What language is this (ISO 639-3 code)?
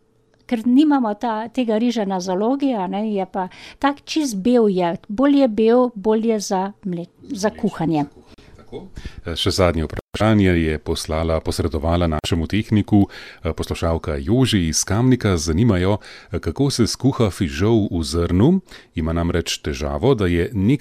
slv